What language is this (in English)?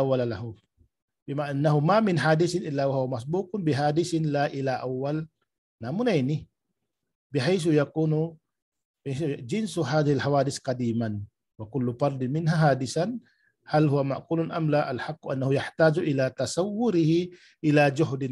Tausug